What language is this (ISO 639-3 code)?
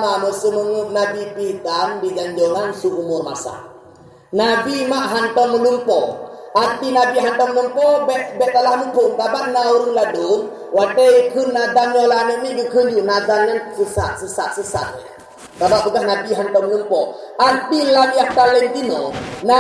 ace